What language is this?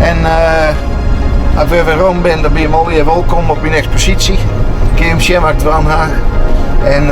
Western Frisian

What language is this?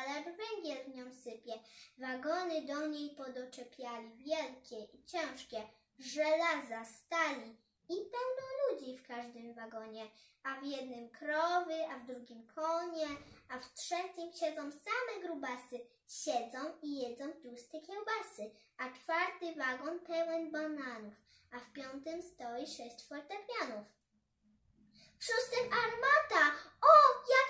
Polish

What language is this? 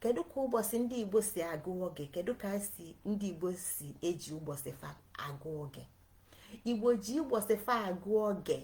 Igbo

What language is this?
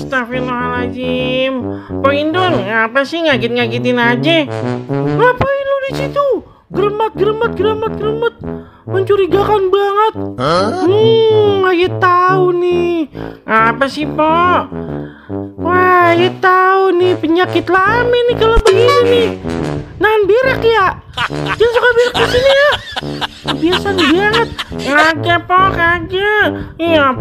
Betawi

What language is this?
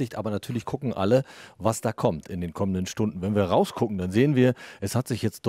German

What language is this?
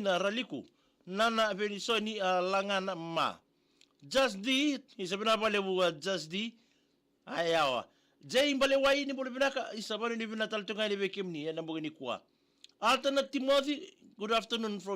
Fijian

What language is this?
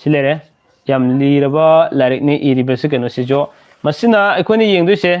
Manipuri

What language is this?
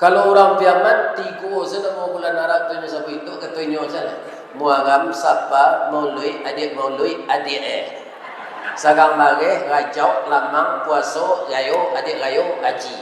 Minangkabau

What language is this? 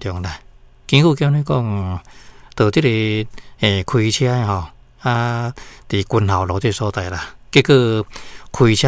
Min Nan Chinese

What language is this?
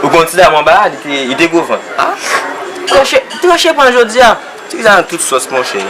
Haitian Creole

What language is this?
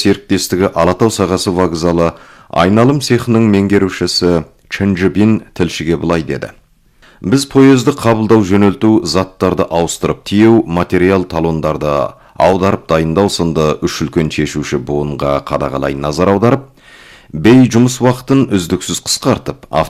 Kazakh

